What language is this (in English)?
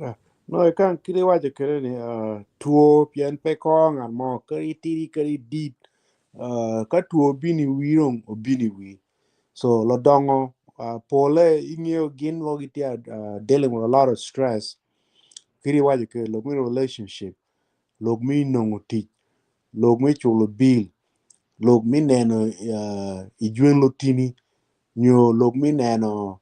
Acoli